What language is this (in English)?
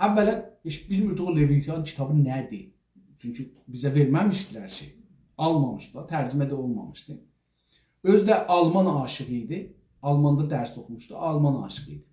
South Azerbaijani